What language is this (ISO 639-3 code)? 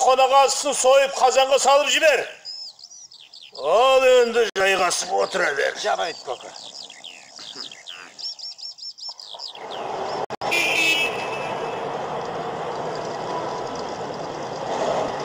kaz